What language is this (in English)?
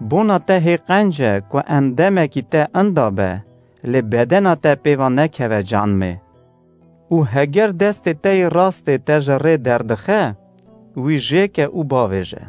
Kurdish